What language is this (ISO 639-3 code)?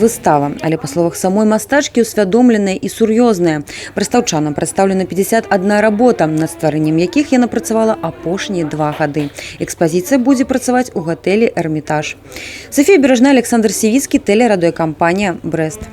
bel